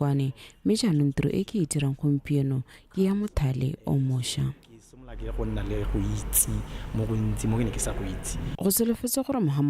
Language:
Tswana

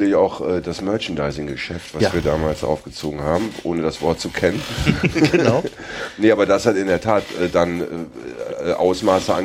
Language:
German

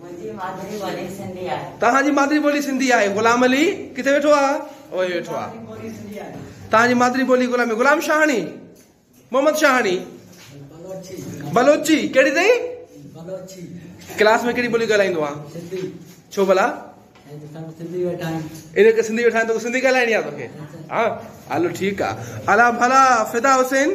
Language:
Sindhi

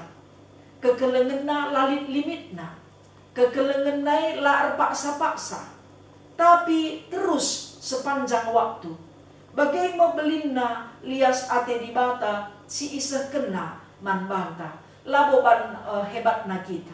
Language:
Batak Karo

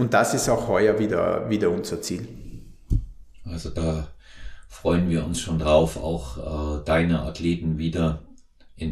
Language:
German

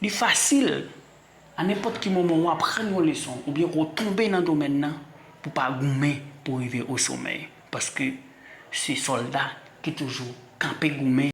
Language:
Haitian Creole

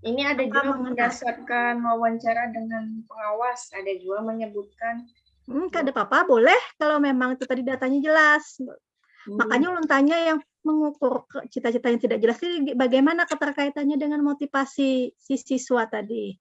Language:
Banjar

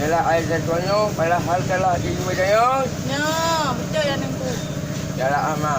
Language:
Achinese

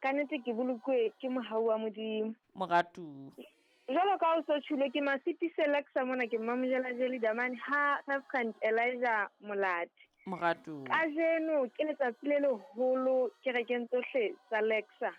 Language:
Southern Sotho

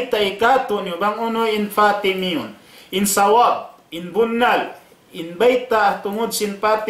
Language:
Tausug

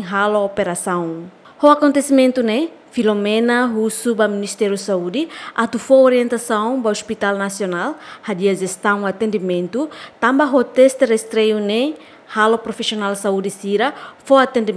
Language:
Tetum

